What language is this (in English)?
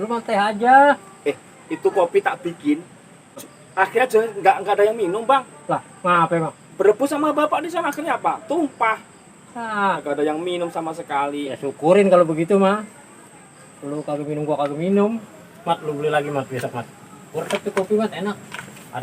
Betawi